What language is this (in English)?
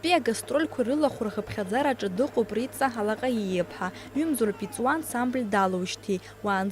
Abkhazian